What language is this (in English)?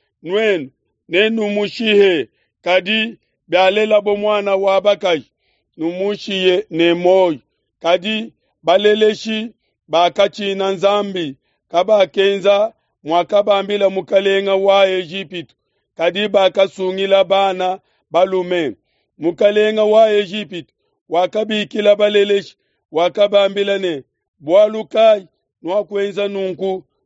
Luba-Lulua